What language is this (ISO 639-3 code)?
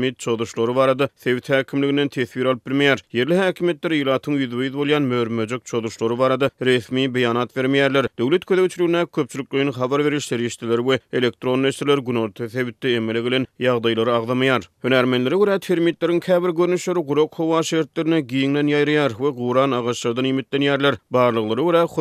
tuk